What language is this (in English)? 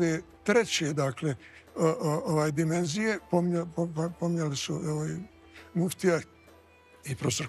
Bosnian